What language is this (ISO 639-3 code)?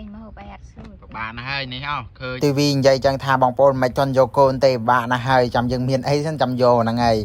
khm